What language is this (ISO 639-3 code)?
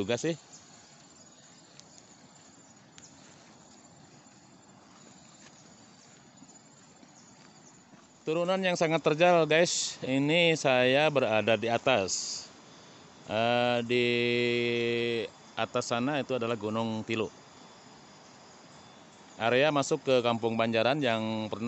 ind